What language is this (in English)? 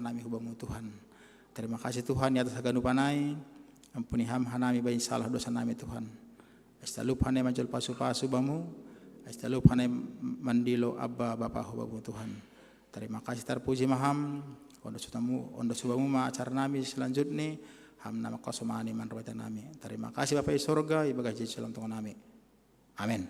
Batak Simalungun